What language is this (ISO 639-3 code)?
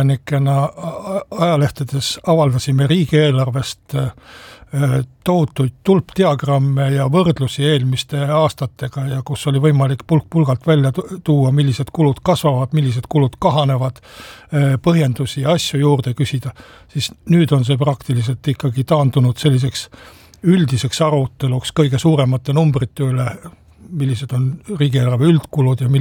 est